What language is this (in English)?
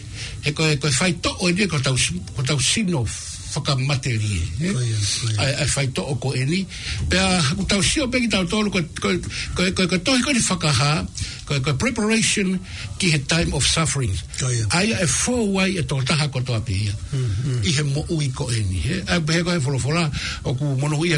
Tongan